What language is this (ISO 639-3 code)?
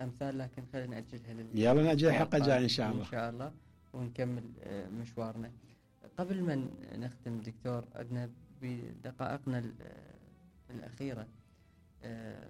acm